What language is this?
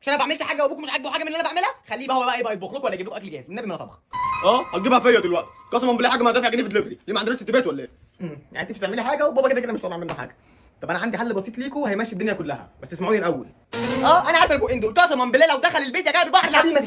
Egyptian Arabic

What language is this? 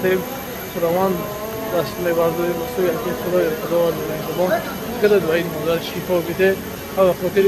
Tajik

